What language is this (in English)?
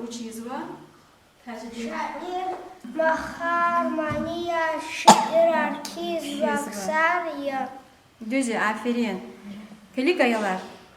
Lezghian